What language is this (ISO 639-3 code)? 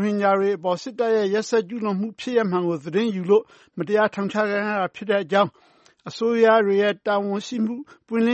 mya